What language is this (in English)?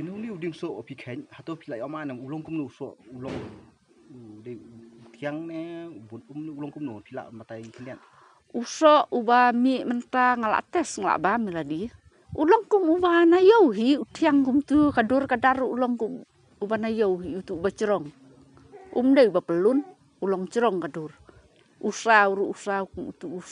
Khasi